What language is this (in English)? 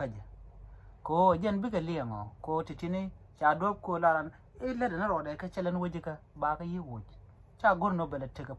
Nuer